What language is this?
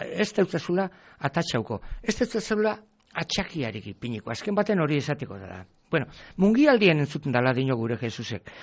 Basque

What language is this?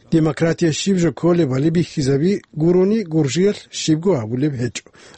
Avaric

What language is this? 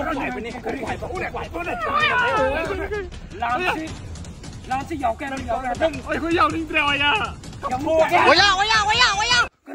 Manipuri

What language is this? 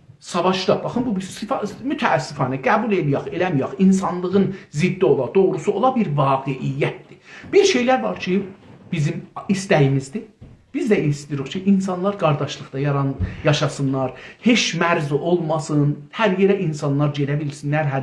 South Azerbaijani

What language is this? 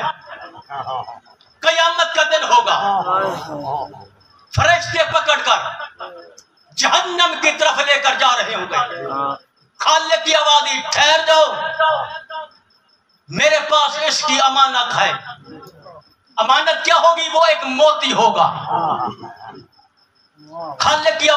Urdu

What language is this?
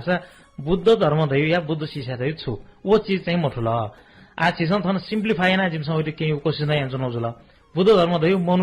Newari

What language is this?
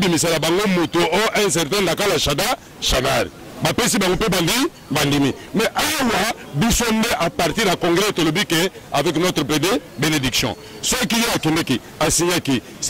Lingala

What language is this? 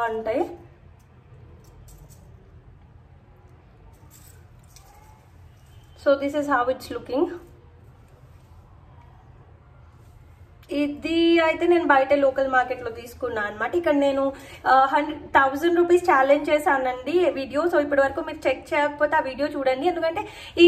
Telugu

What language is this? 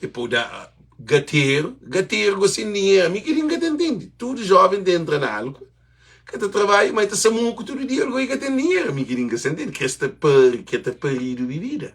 Kabuverdianu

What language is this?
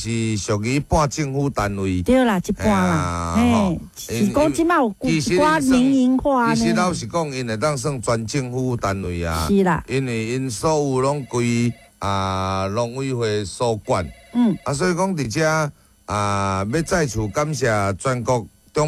Min Nan Chinese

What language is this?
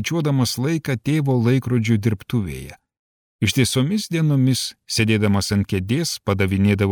Lithuanian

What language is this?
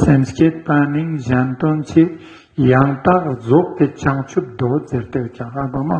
Ladakhi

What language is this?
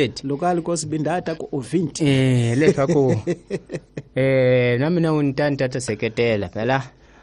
Tsonga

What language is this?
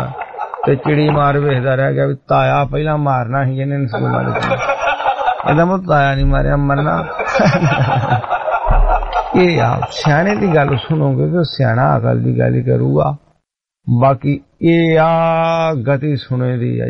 Punjabi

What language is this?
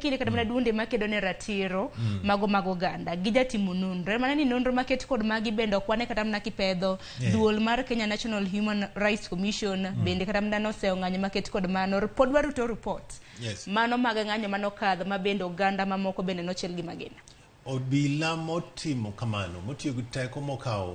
Luo (Kenya and Tanzania)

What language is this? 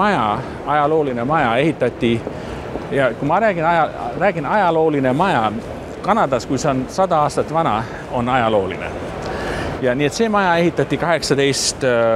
Estonian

